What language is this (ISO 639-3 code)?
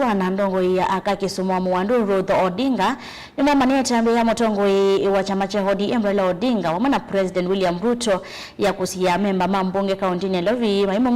kam